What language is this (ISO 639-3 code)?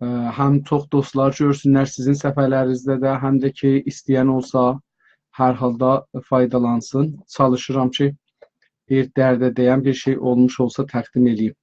azb